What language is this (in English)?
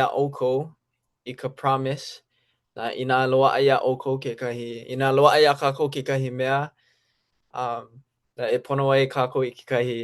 Hawaiian